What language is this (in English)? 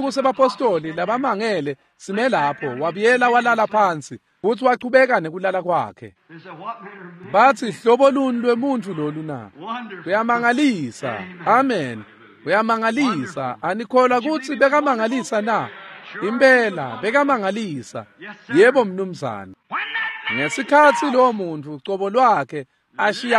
Swati